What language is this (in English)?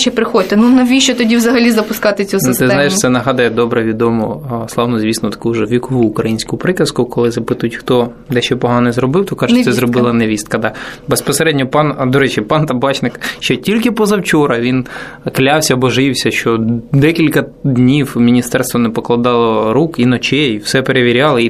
Ukrainian